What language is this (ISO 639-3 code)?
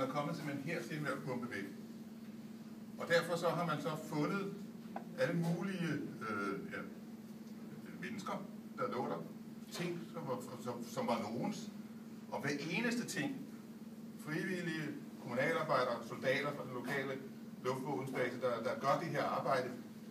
dan